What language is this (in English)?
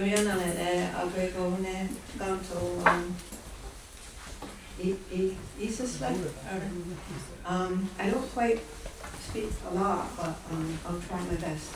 Mohawk